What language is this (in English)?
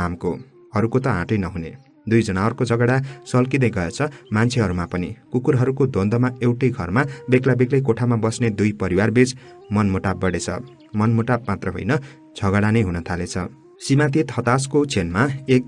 Nepali